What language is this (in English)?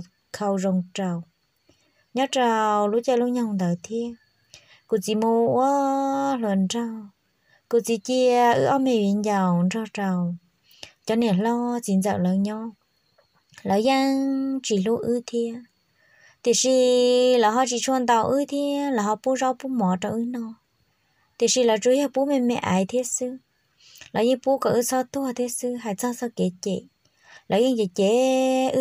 Hmong